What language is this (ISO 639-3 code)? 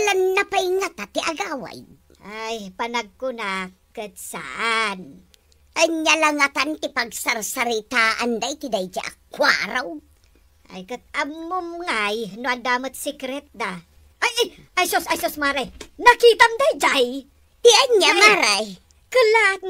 ilo